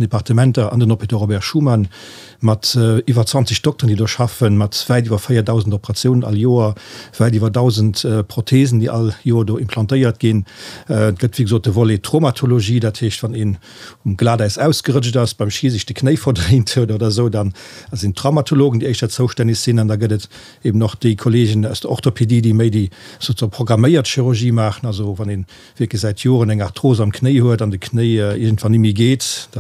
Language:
Luxembourgish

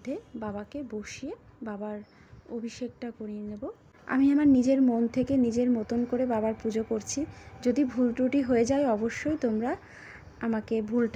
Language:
Bangla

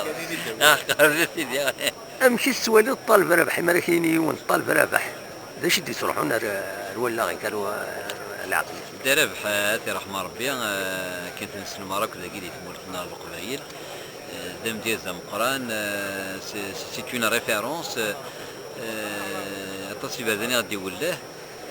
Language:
Kabyle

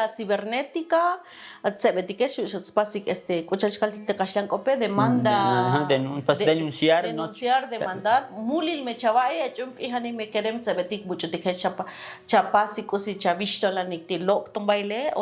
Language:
Tzotzil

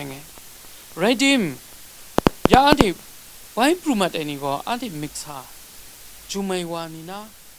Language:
Kachin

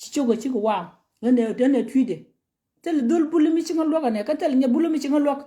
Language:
Nuer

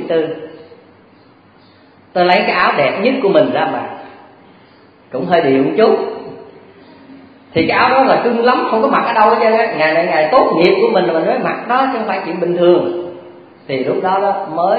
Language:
Vietnamese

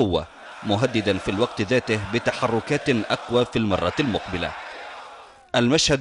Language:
Arabic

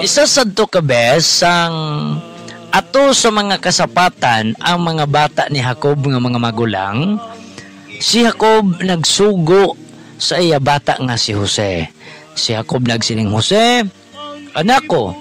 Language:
Hiligaynon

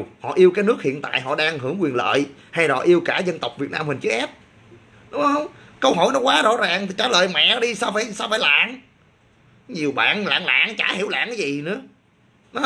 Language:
Vietnamese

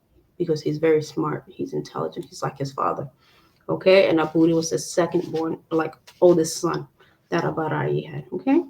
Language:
Acoli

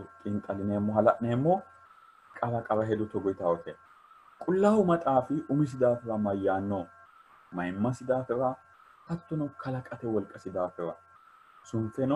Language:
Sidamo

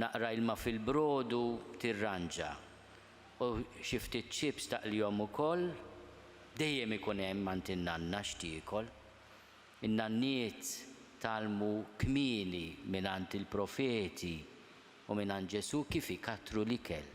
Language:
Maltese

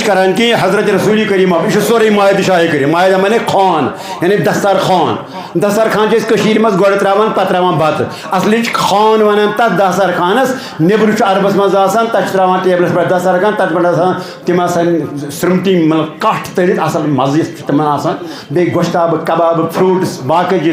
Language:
Kashmiri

